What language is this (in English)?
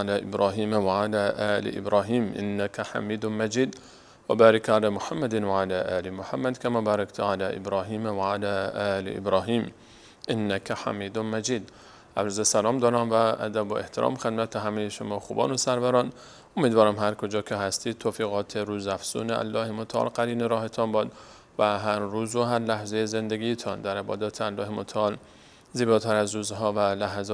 Persian